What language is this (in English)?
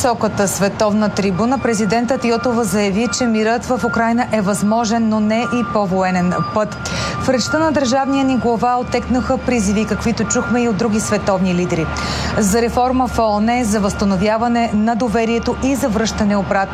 Bulgarian